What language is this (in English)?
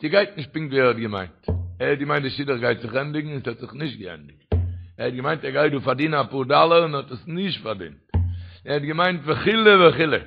Yiddish